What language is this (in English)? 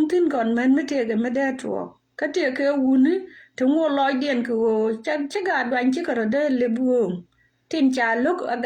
Nuer